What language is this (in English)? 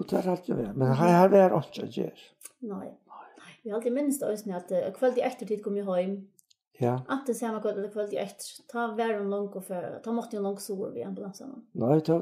Faroese